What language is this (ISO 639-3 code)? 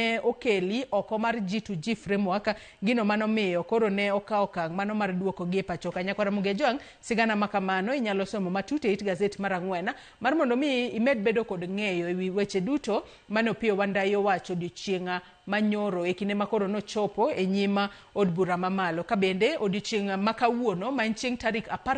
luo